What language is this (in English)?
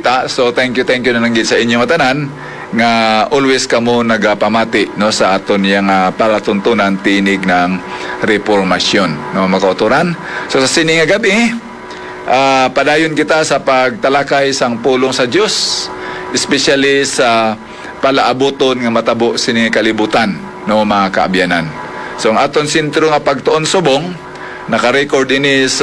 Hiligaynon